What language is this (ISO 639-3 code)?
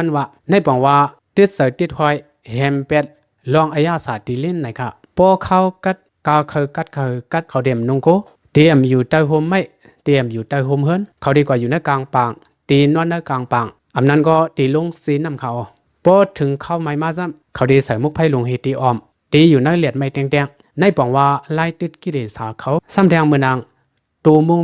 shn